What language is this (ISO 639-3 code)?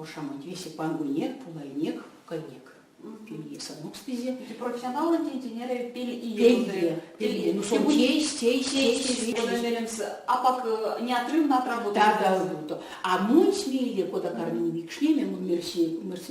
myv